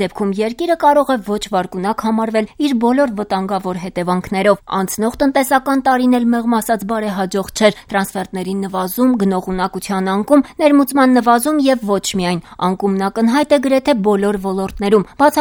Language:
Armenian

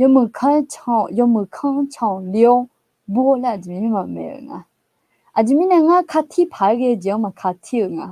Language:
Akha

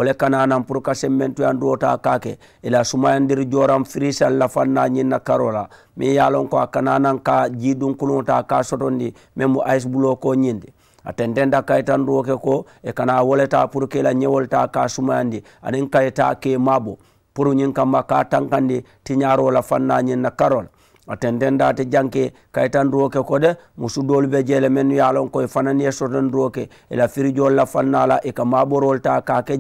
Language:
Mandingo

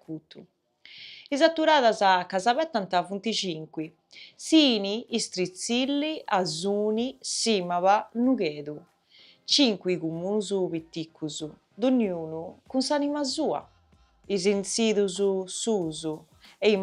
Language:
Sardinian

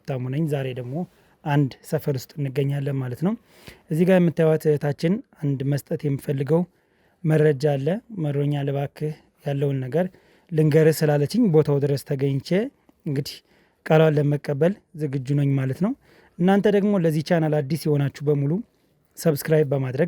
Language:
Amharic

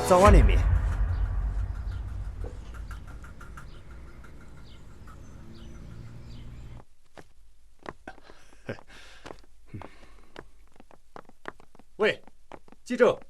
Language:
Tibetan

